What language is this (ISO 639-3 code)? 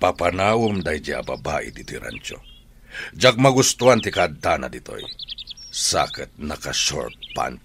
ilo